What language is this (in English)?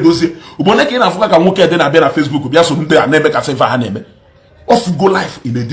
Igbo